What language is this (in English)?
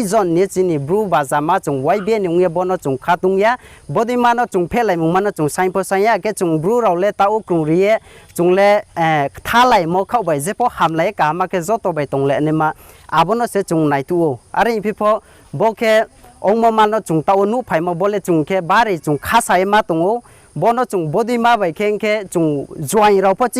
Riang (India)